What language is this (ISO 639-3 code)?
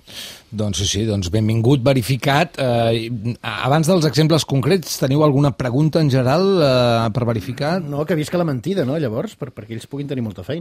cat